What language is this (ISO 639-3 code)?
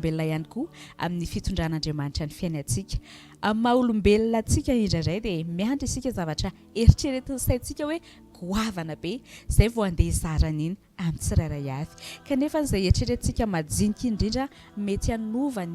mlg